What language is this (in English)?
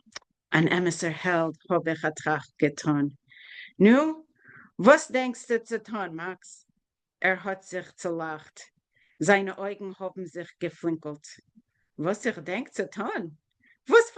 Yiddish